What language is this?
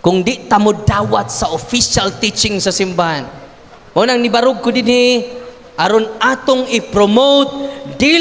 Cebuano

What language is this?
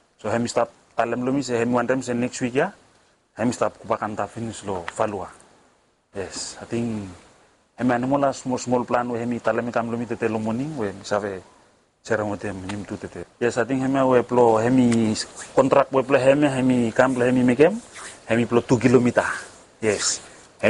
Bislama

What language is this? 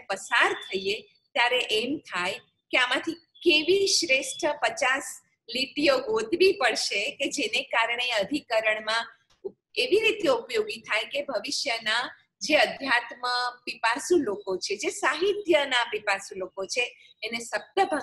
Gujarati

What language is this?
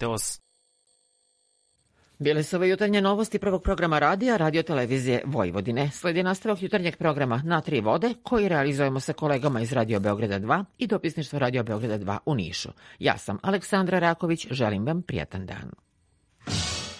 Serbian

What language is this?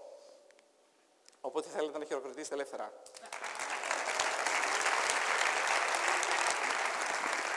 Greek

